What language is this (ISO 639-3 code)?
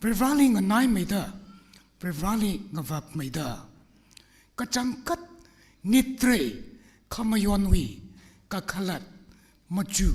nmf